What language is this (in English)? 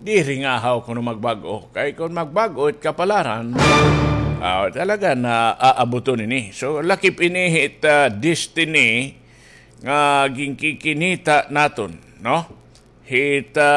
Waray